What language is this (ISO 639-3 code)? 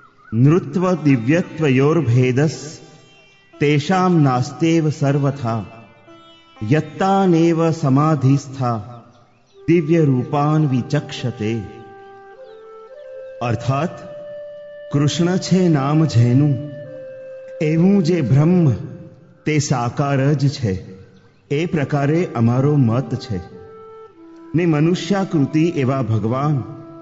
guj